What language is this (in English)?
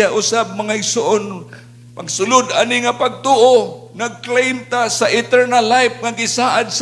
Cebuano